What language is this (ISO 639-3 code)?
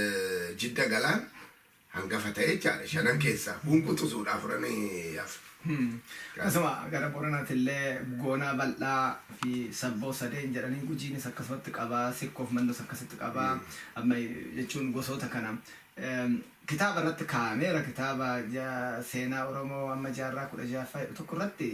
orm